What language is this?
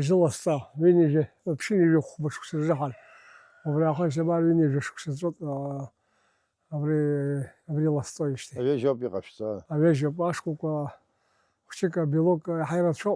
Abkhazian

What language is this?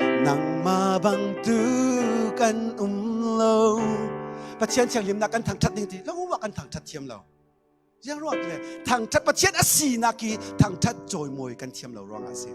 Falam Chin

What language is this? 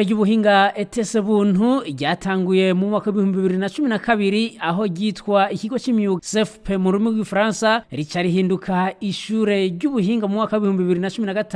Rundi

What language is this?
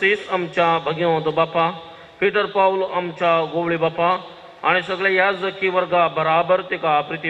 Konkani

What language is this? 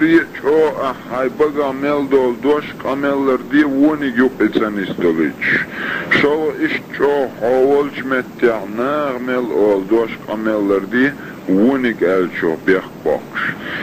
Chechen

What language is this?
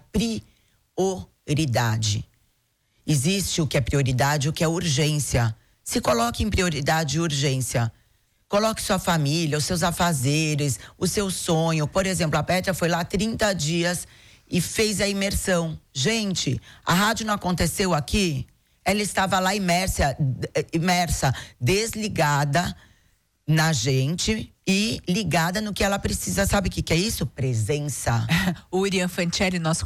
Portuguese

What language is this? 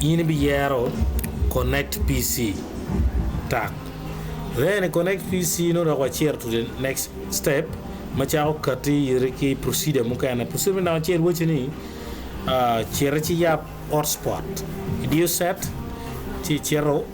Acoli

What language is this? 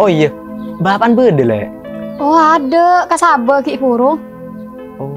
Madurese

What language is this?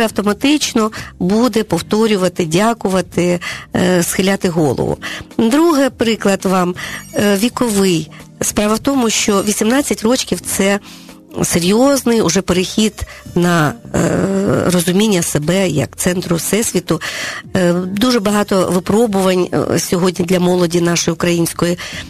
Ukrainian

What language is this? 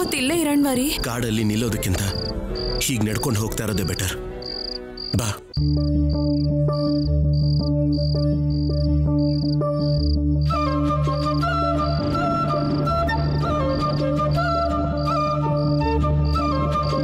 Kannada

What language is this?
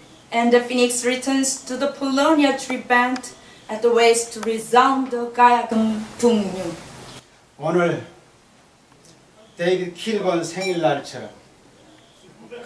Korean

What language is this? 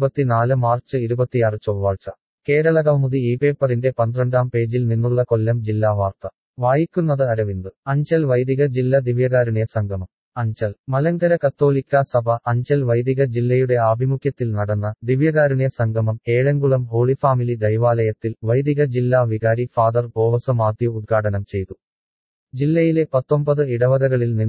Malayalam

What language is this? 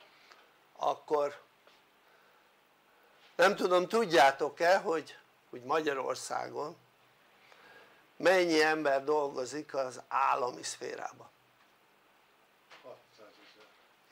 Hungarian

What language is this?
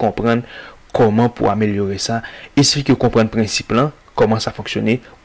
Haitian Creole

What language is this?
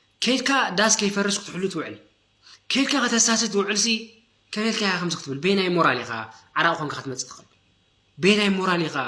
Tigrinya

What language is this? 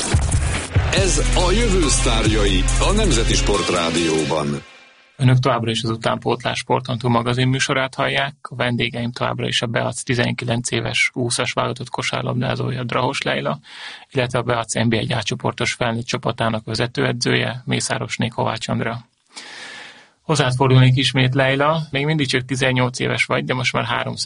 Hungarian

